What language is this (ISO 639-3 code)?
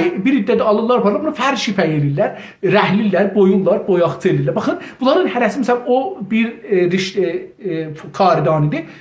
azb